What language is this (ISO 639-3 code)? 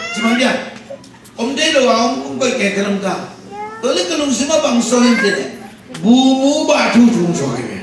ctd